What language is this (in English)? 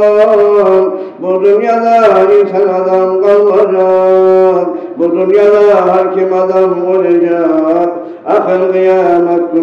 Kumyk